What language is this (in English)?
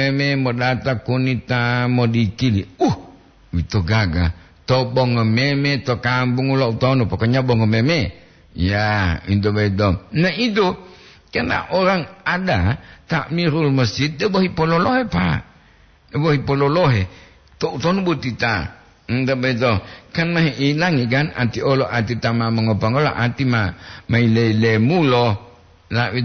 Gorontalo